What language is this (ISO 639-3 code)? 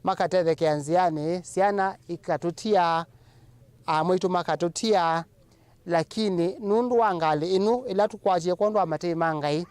kam